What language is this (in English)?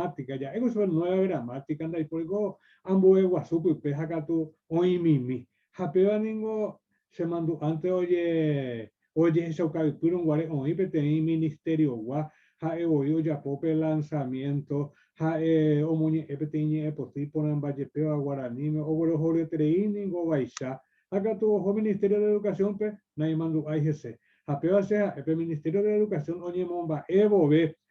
Guarani